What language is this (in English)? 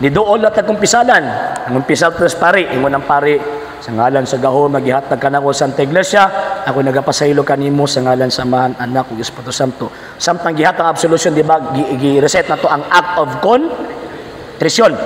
Cebuano